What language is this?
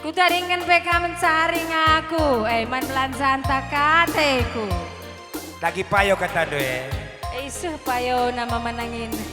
Batak Karo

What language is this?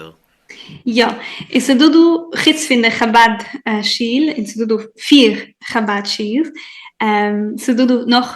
Yiddish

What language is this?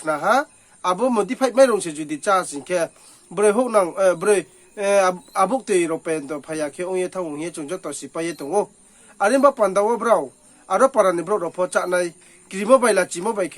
Riang (India)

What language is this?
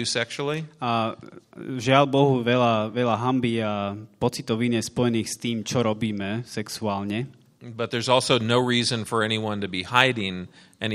Slovak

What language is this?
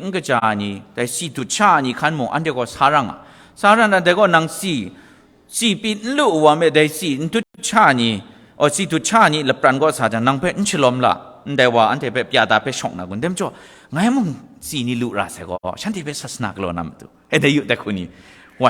Kachin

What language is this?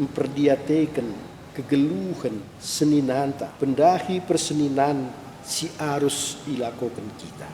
Batak Karo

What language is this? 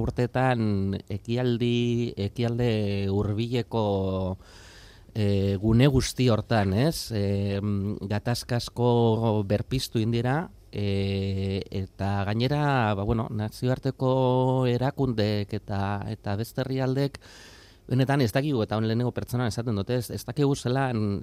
Basque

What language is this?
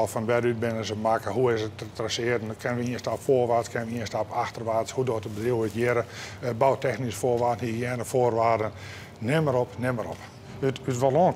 Western Frisian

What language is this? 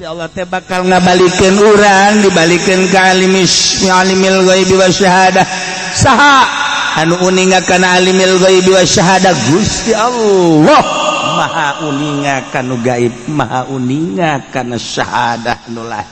Sundanese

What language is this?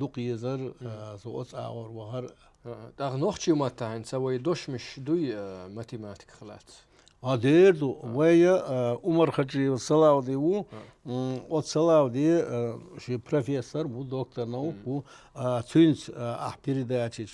Chechen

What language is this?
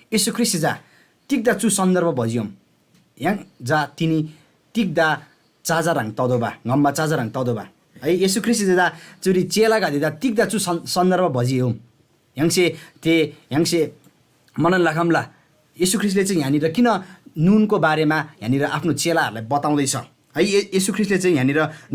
Eastern Tamang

